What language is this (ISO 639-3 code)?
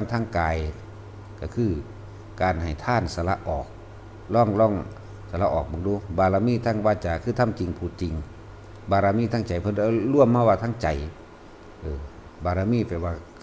lao